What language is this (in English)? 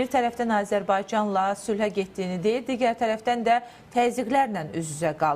Azerbaijani